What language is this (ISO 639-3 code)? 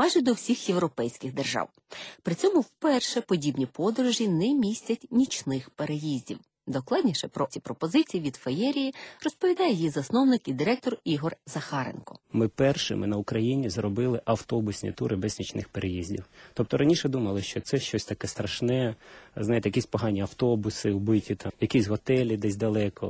ukr